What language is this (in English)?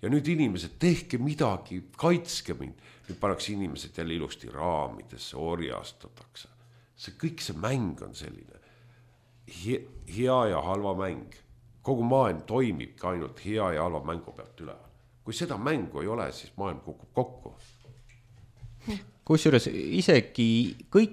Estonian